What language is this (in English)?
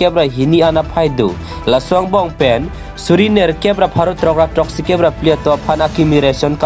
Karbi